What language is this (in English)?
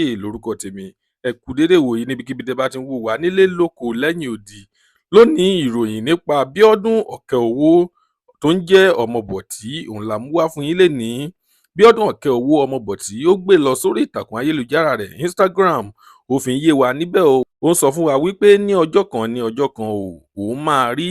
Yoruba